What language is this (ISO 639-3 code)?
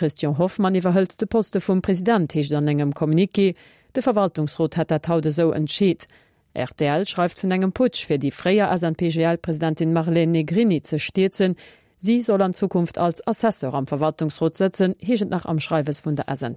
ltz